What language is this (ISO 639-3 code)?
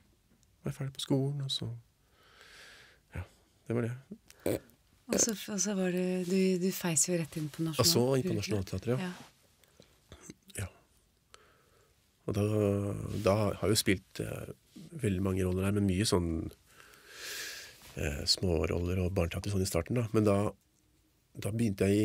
nor